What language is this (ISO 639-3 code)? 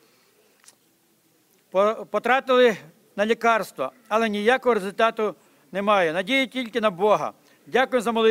ukr